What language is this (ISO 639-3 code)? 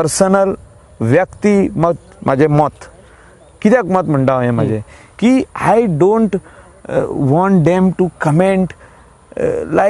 kok